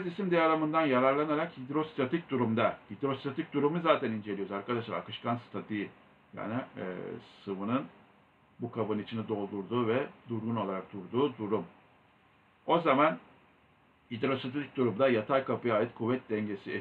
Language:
Turkish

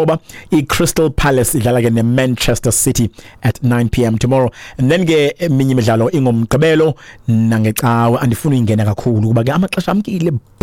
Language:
Xhosa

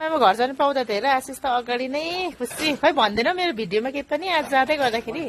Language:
Nepali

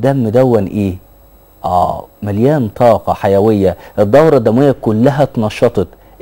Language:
Egyptian Arabic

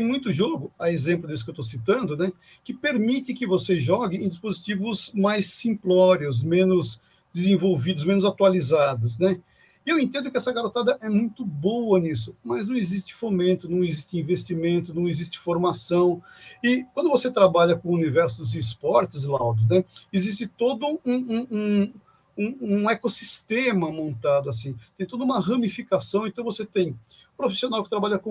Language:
Portuguese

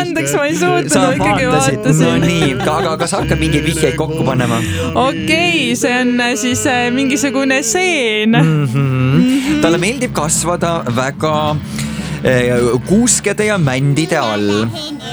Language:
Estonian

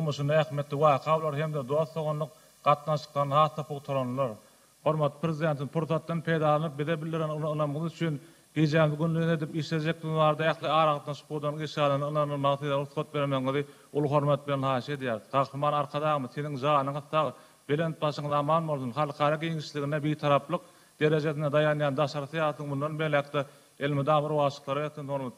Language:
Turkmen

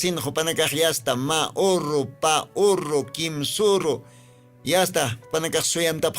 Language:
Aymara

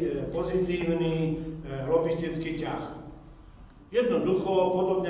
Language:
Slovak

